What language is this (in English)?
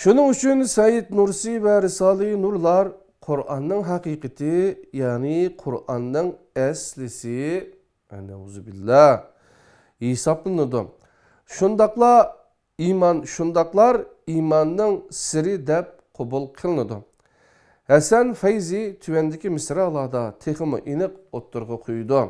Uyghur